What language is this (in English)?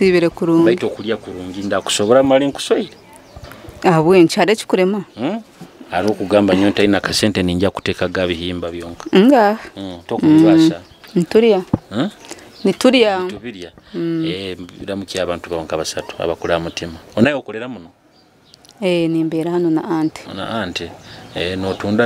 Nyoro